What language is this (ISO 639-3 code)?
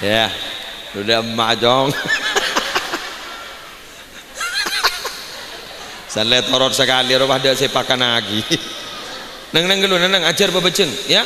mad